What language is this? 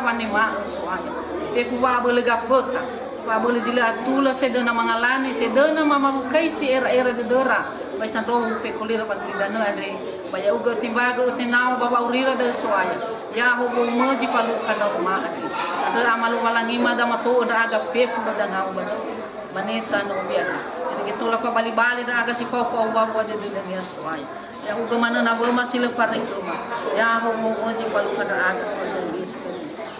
Nias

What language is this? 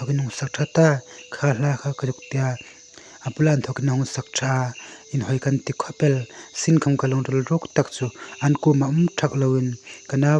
Hmar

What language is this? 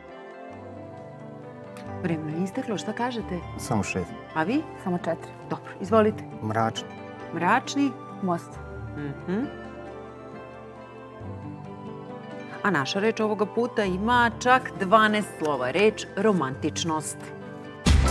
Serbian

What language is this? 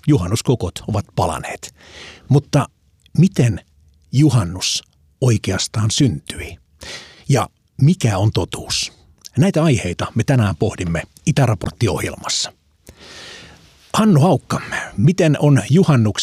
Finnish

